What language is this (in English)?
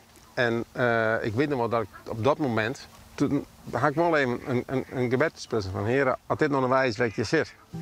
Western Frisian